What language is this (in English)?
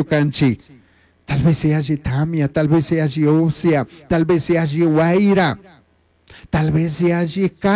Chimborazo Highland Quichua